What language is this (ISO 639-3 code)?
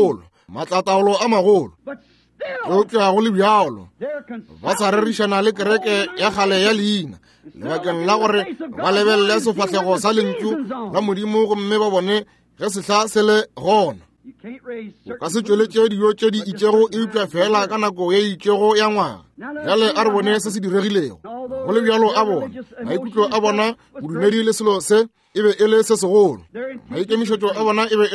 nso